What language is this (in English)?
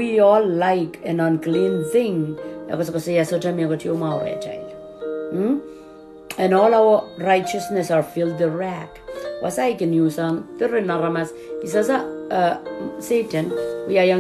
Pohnpeian